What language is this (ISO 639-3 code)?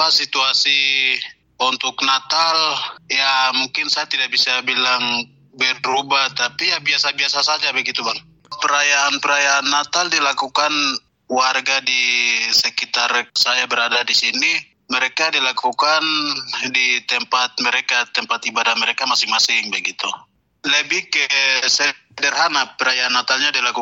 ind